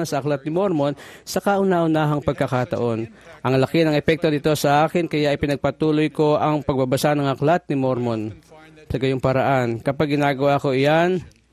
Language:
Filipino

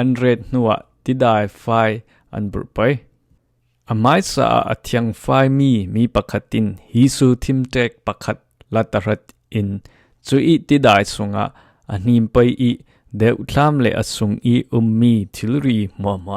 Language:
Falam Chin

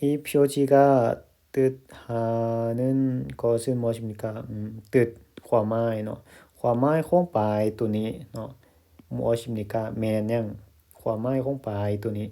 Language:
Lao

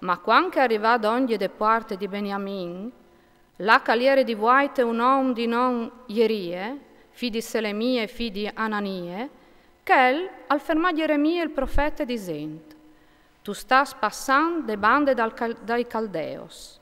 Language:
Friulian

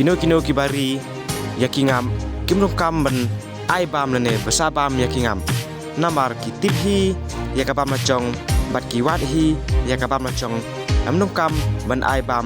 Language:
Khasi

